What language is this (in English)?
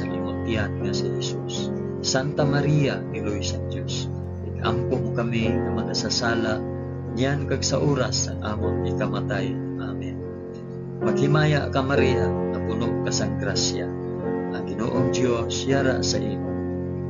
Hiligaynon